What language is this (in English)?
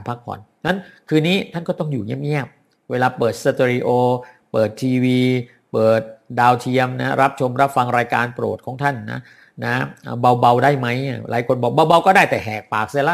Thai